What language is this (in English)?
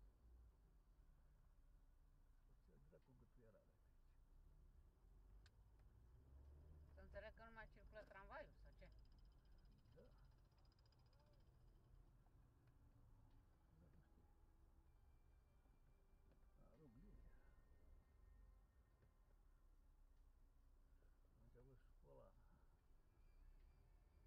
Romanian